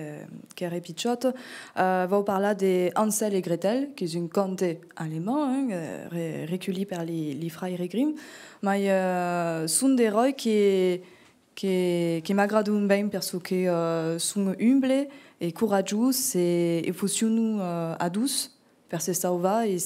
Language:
Occitan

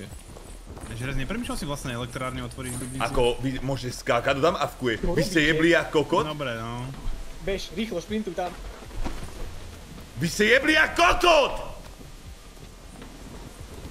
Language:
Slovak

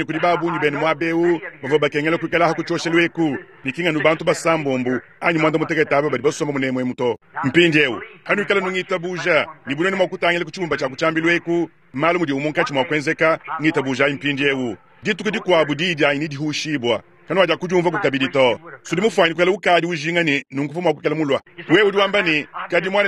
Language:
Luba-Lulua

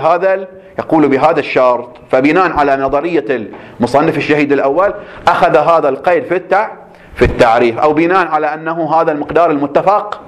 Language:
Arabic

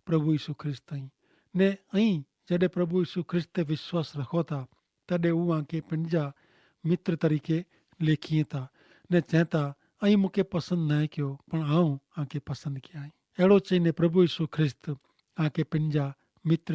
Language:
Kachhi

